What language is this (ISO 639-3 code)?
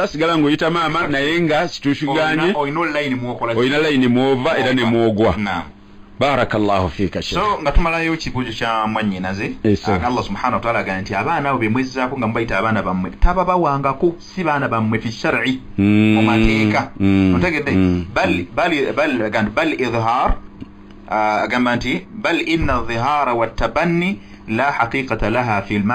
lug